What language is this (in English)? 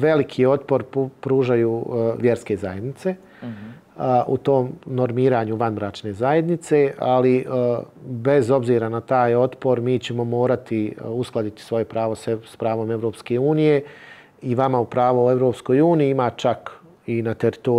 Bosnian